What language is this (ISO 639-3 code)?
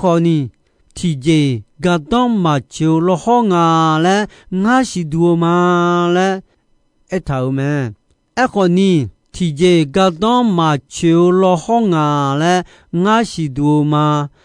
ahk